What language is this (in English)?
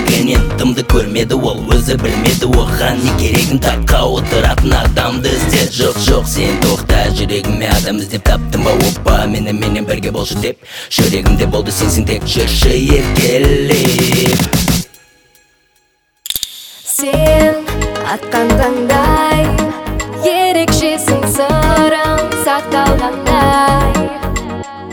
Kazakh